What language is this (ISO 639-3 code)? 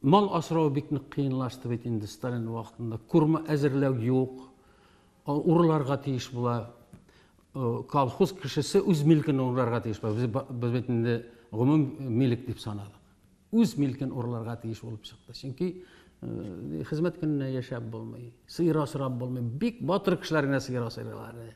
tat